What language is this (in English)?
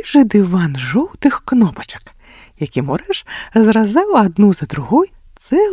Belarusian